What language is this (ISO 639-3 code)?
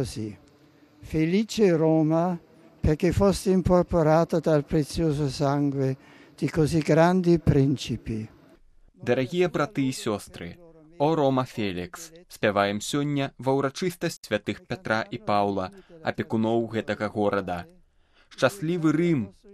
bel